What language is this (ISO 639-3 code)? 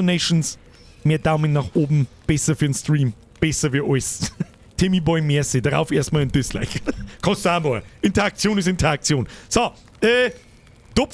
bar